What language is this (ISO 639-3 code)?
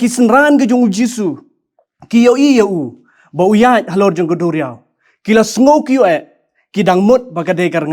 kha